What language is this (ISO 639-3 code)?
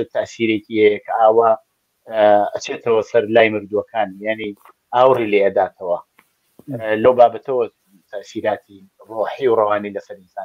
ckb